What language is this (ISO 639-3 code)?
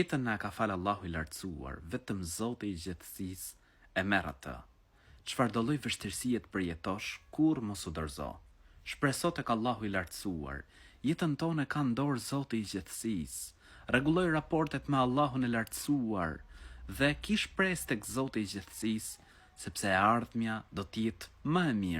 sqi